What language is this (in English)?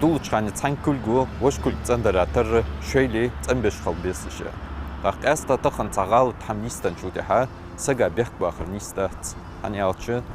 Ingush